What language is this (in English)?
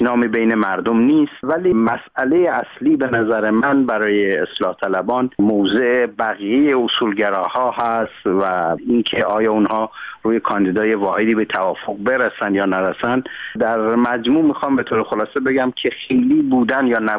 Persian